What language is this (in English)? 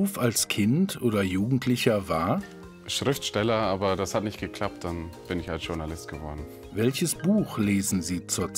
German